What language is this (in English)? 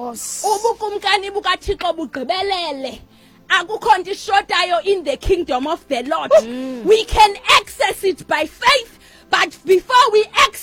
Xhosa